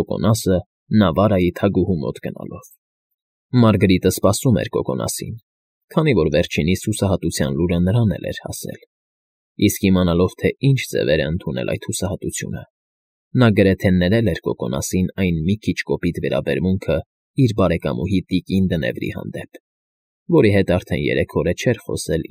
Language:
Armenian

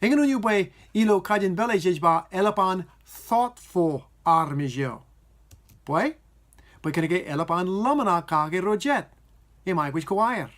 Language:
Marshallese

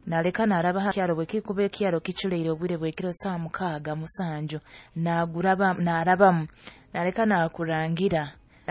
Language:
Nyoro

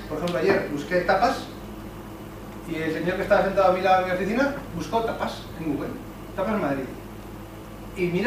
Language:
Spanish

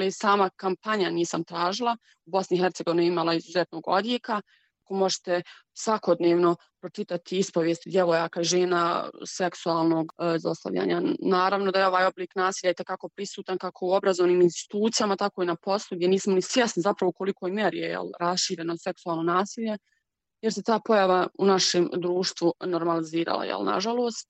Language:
Bosnian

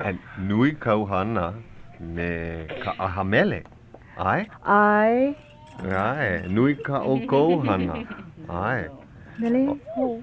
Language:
Hawaiian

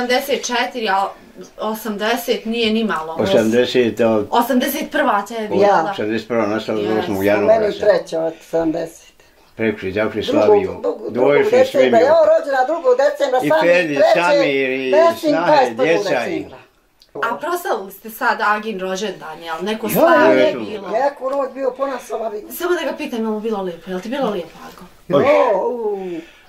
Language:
Bosnian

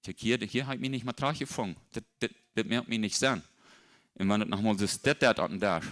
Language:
Plautdietsch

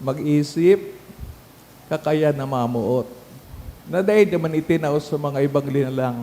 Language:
Bikol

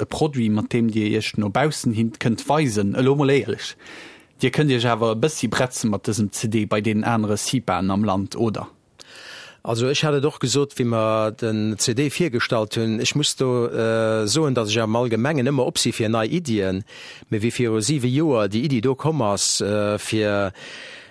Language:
Luxembourgish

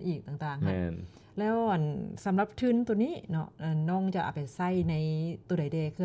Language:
Lao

